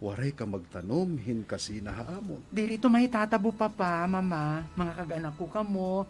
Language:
Waray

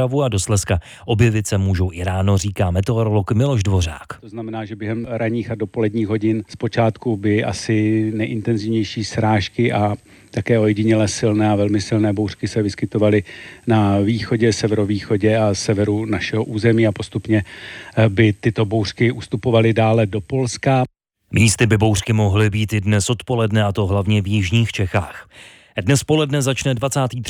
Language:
Czech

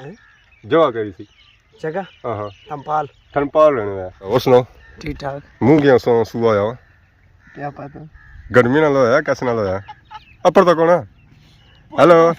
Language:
Pahari-Potwari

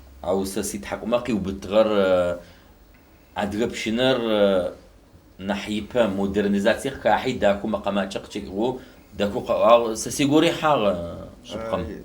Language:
Adyghe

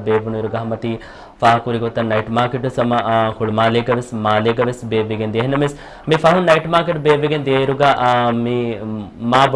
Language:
Divehi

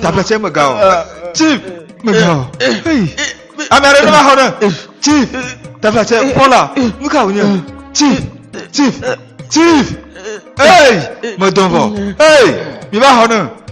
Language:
Ewe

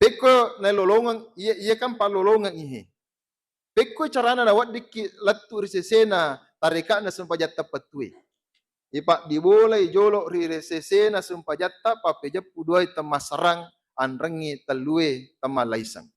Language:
Buginese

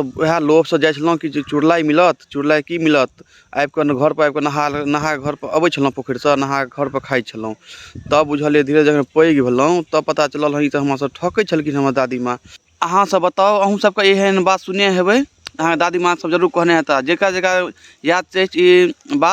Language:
Maithili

